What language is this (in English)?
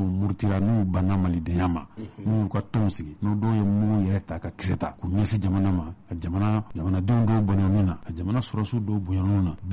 Bambara